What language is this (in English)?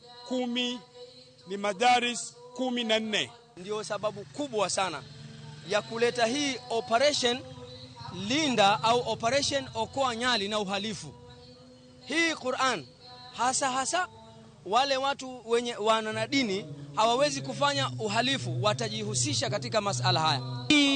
Luo (Kenya and Tanzania)